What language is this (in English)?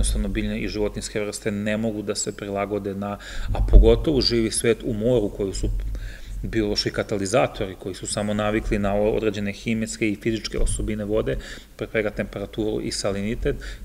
Serbian